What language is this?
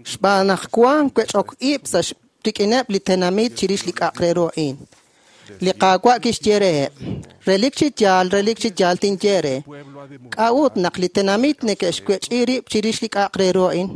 Kekchí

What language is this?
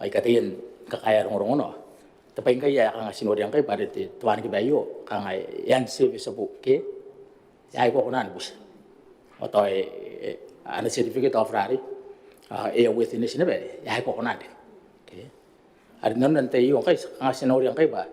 Gilbertese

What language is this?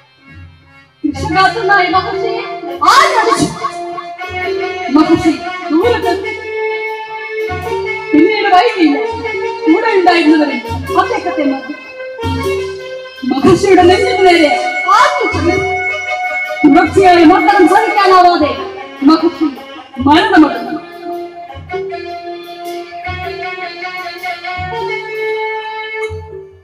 Malayalam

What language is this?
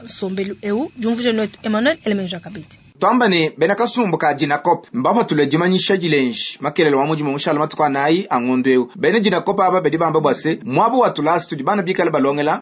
Luba-Lulua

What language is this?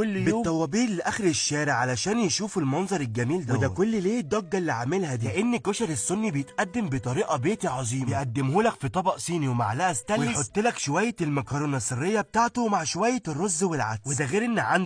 Egyptian Arabic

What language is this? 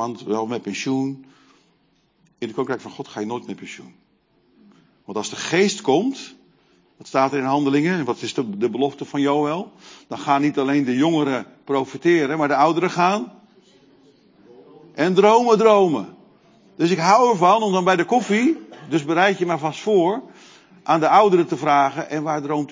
Dutch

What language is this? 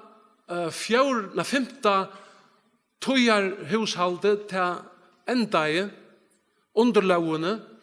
Faroese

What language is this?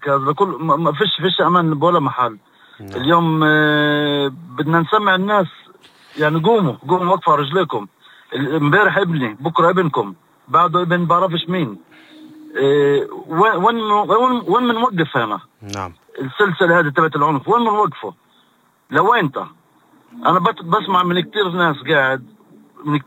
North Levantine Arabic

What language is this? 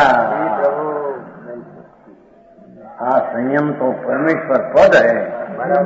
Hindi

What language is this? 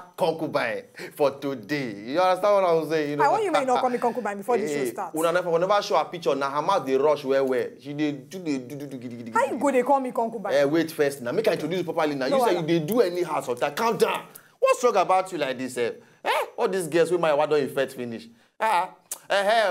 Nigerian Pidgin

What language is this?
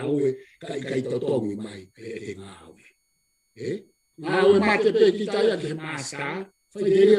Tongan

